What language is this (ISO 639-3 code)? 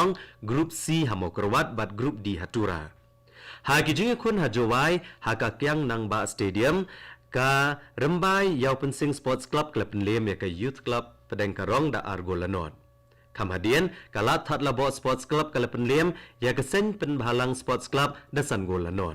kha